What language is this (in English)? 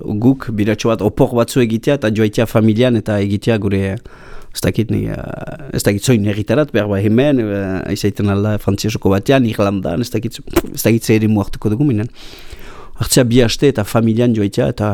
Basque